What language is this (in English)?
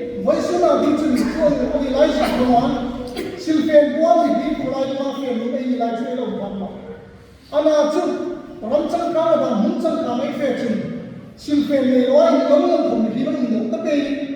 Hmar